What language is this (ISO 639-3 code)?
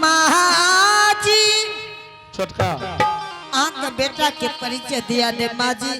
anp